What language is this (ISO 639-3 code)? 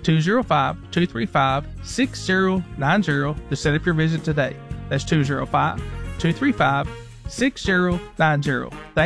eng